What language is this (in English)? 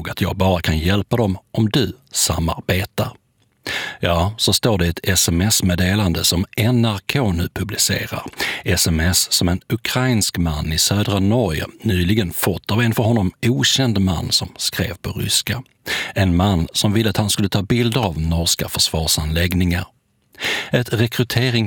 Swedish